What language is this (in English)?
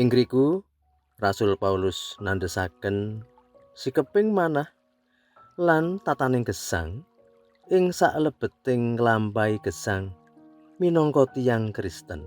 Javanese